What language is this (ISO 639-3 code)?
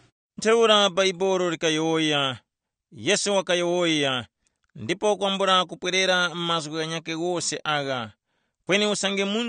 tum